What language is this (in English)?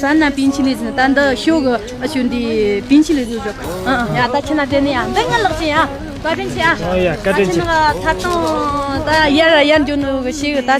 Tibetan